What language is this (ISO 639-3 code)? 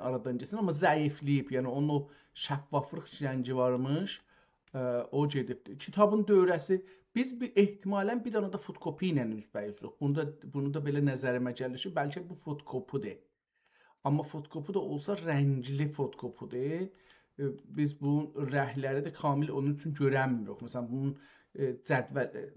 azb